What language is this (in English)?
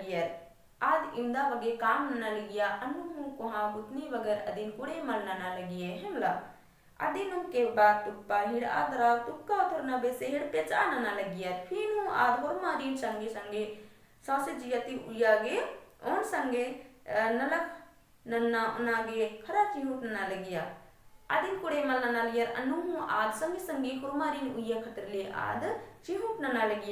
Kurukh